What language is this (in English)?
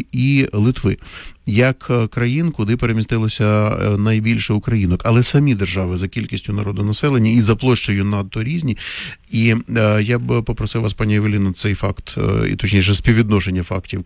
Ukrainian